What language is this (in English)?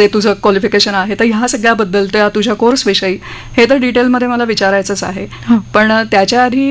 Marathi